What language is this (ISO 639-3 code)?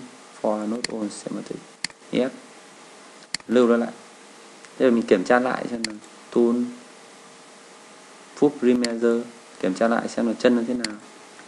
vie